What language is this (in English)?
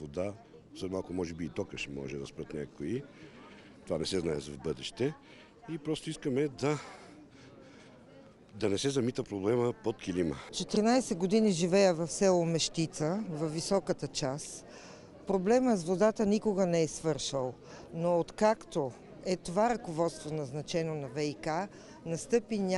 Bulgarian